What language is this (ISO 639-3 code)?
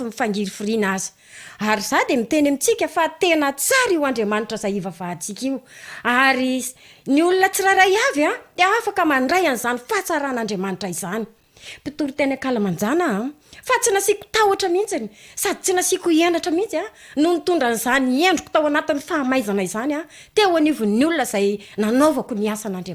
mlg